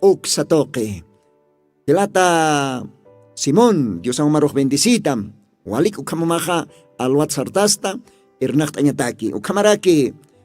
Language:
Aymara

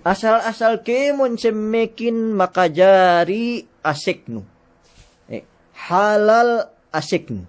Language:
Yakan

